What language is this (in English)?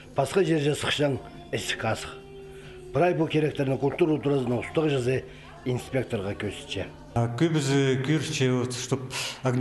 Khakas